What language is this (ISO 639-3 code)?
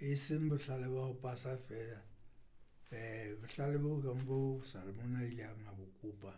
sot